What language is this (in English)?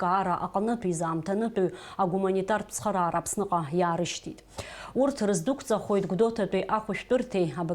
Abkhazian